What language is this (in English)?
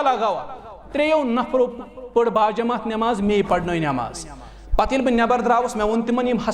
Kashmiri